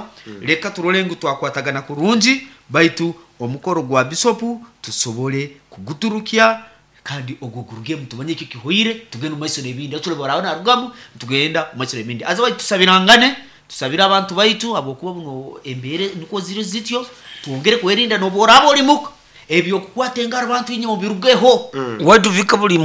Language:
Nyoro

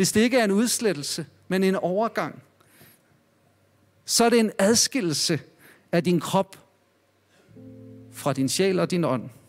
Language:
Danish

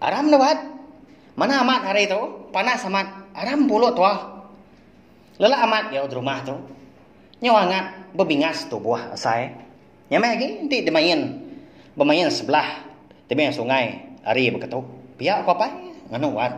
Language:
Iban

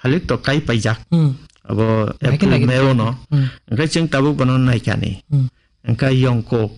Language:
Kok Borok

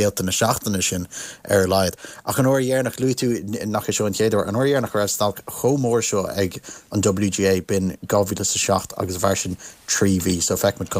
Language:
Irish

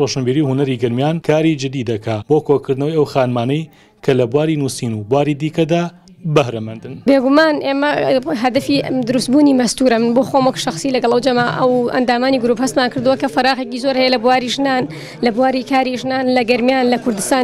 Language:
Central Kurdish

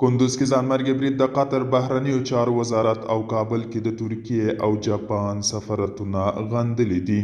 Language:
Pashto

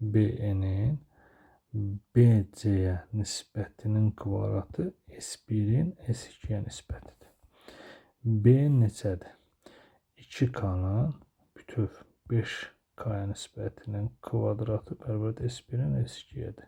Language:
Azerbaijani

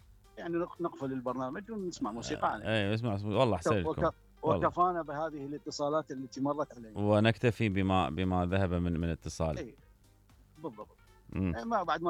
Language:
Mesopotamian Arabic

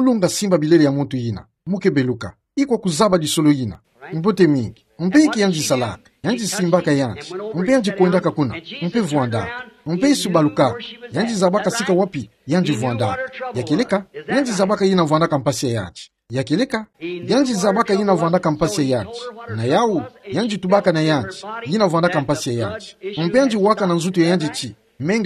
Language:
Kituba (Democratic Republic of Congo)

